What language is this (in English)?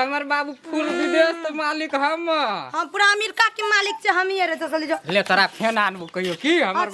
Maithili